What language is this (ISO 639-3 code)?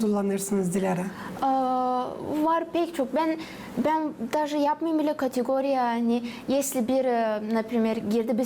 gag